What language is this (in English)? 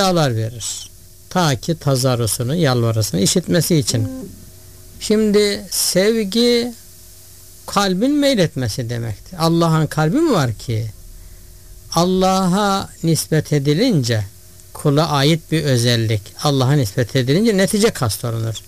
Turkish